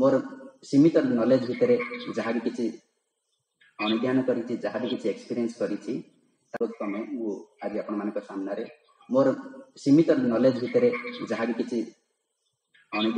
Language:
Odia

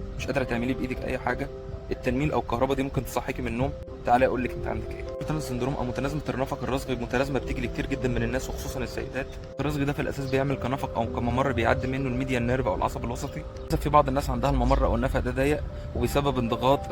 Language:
Egyptian Arabic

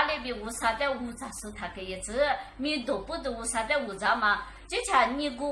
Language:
Lisu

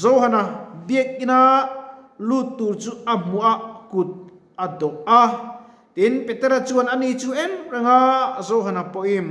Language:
Mizo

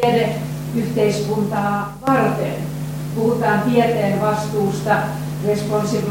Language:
Finnish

